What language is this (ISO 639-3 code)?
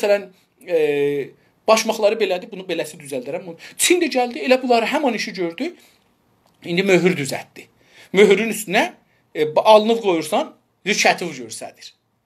azb